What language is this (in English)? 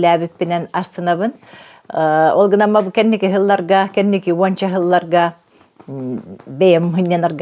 Yakut